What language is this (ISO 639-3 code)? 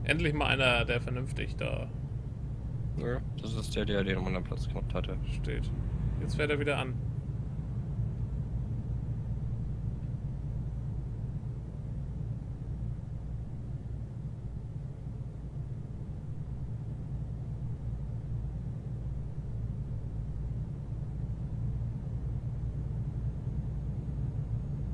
deu